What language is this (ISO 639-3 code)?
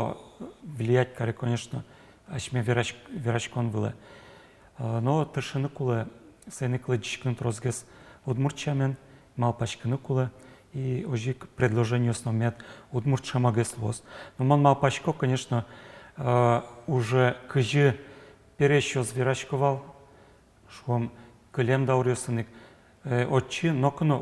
udm